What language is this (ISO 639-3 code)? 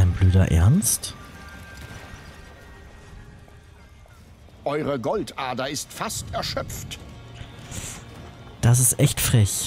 deu